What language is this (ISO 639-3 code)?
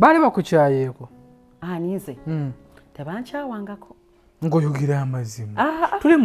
lug